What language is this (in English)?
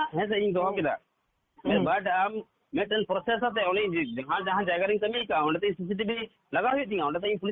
Santali